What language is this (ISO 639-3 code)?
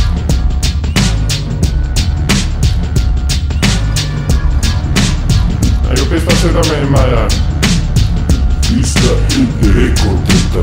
fin